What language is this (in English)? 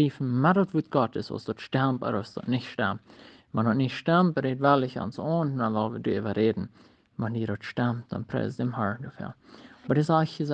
Plautdietsch